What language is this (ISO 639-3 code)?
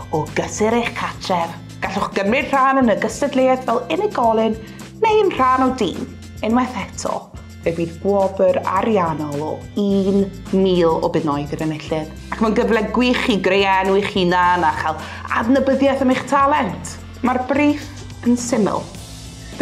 cym